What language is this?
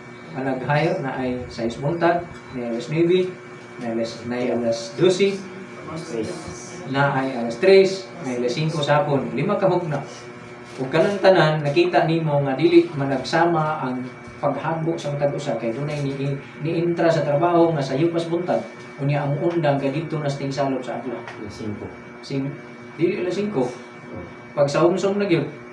Cebuano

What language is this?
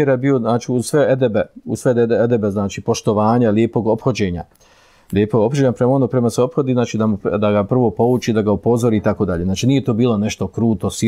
Bosnian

